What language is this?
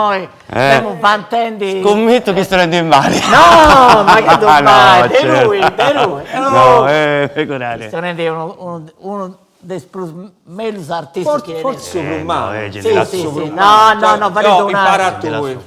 Sardinian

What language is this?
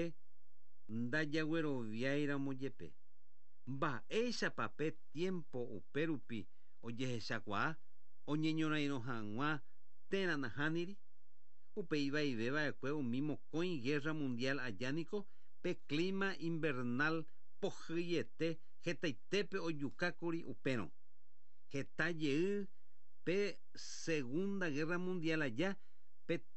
Guarani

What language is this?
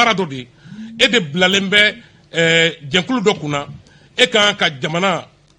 Bambara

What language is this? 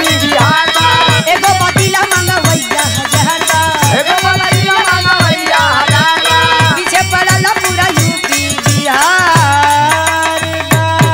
Bhojpuri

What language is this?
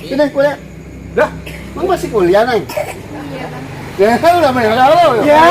Betawi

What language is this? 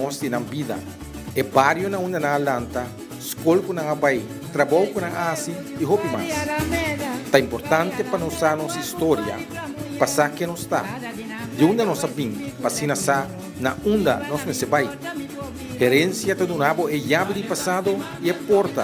Papiamento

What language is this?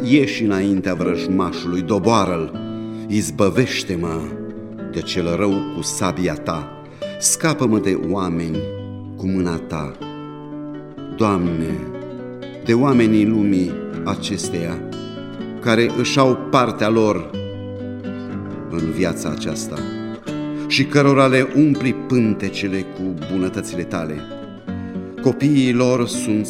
Romanian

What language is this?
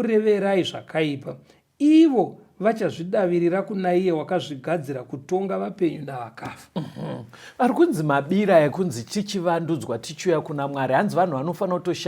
Shona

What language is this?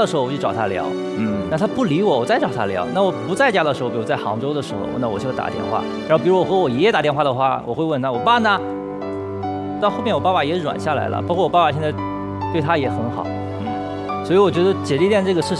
Chinese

